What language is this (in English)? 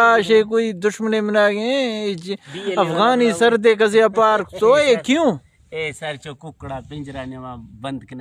Eastern Balochi